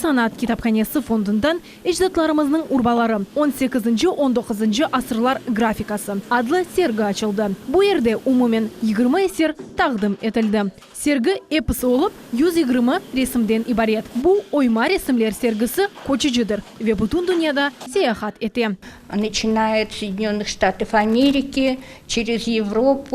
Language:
Crimean Tatar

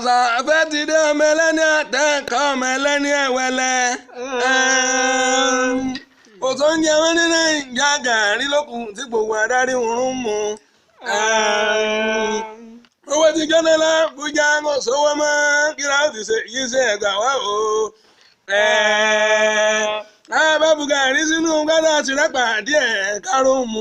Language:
Yoruba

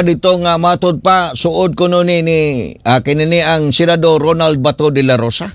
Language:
Cebuano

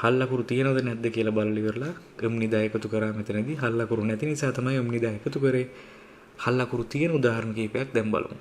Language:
Sinhala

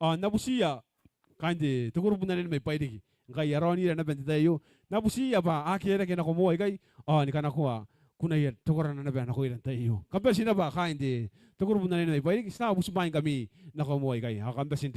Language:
Gilbertese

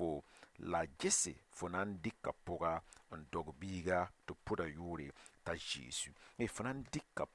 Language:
Mossi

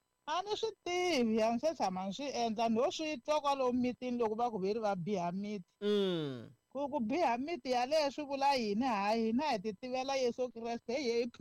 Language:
Tsonga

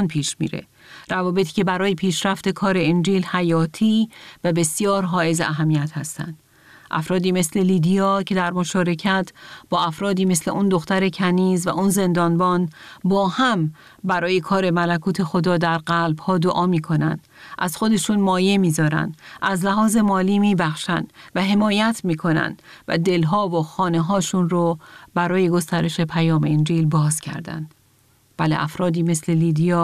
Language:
Persian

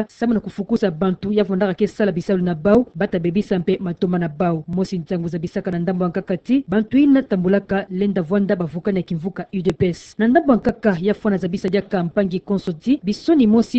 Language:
Kituba (Democratic Republic of Congo)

